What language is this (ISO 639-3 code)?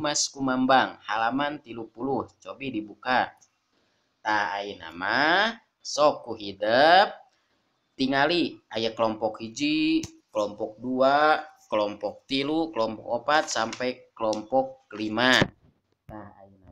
sun